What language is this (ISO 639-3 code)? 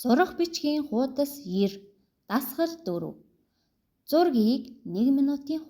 mon